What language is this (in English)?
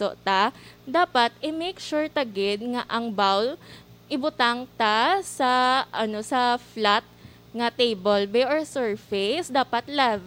Hiligaynon